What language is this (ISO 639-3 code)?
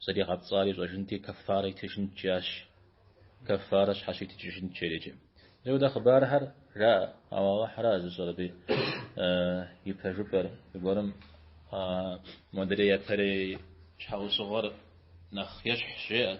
kbd